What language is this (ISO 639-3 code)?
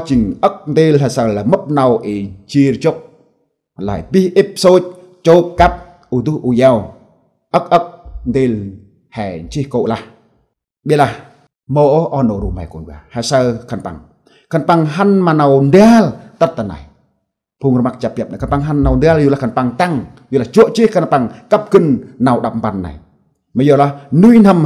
cmo